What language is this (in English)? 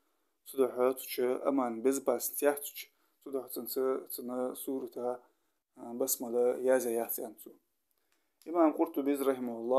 Ingush